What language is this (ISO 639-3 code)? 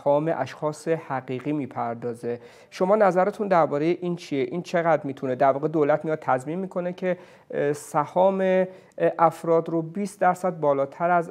fas